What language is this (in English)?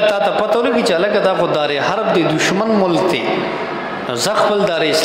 Pashto